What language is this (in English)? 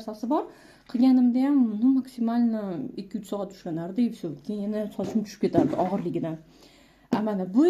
Uzbek